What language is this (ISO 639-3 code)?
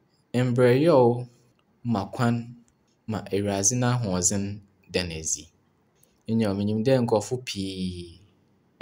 aka